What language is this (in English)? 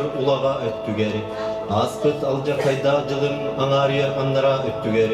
Yakut